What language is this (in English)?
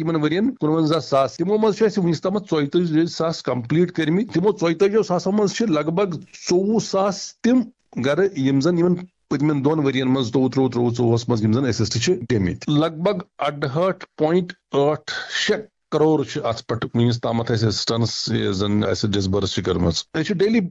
Kashmiri